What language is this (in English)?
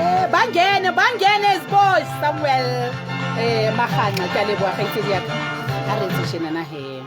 Southern Sotho